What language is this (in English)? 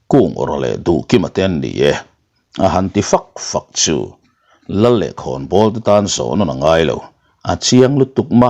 Mizo